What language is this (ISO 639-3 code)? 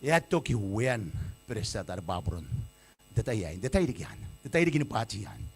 gil